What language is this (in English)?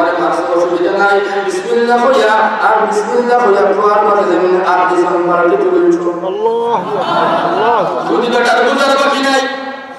Sylheti